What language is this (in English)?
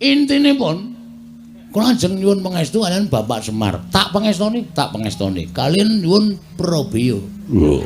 Javanese